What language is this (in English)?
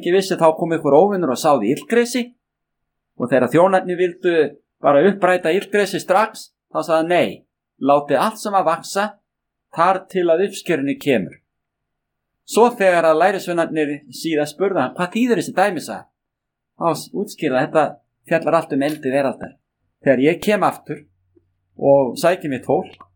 Icelandic